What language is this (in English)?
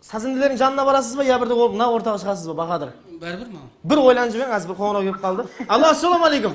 Kara-Kalpak